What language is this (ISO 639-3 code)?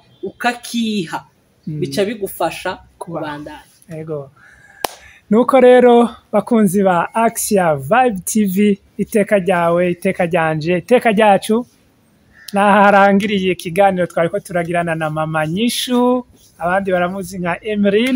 run